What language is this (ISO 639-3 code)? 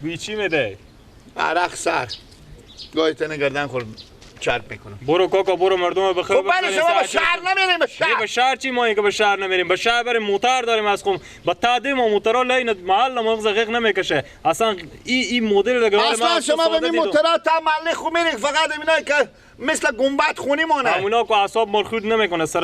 fas